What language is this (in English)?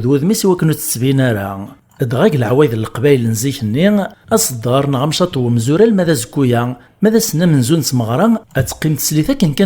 Kabyle